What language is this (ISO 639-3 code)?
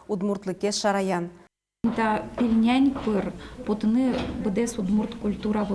udm